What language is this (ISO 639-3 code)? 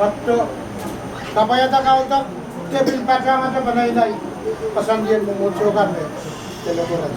pon